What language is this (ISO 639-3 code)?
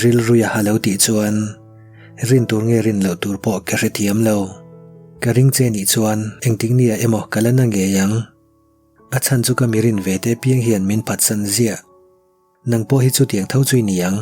lus